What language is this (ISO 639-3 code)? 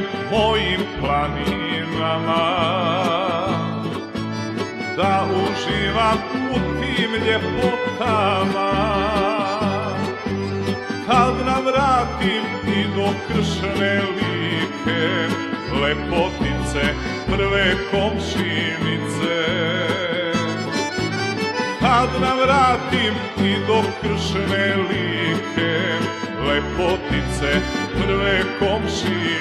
srp